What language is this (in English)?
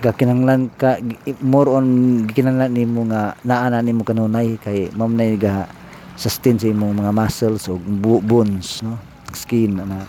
Cebuano